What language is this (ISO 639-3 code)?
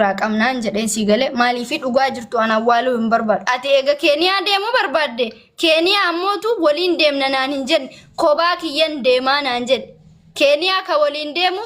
orm